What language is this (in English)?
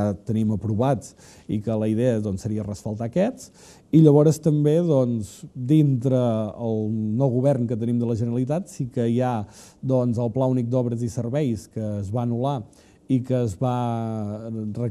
Catalan